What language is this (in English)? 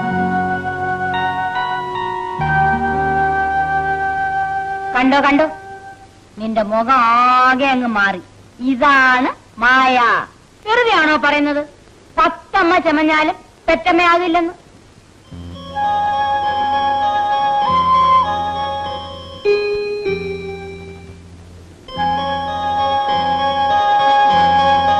Malayalam